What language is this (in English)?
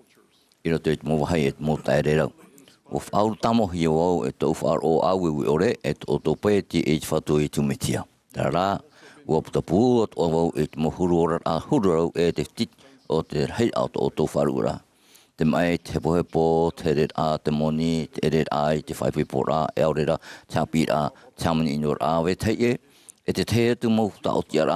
Tahitian